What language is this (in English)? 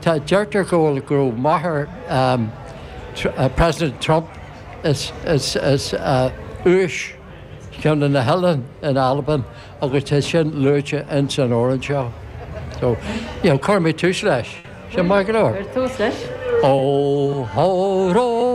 Irish